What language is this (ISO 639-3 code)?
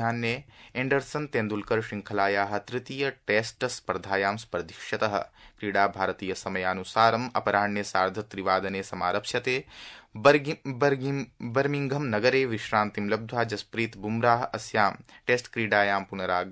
san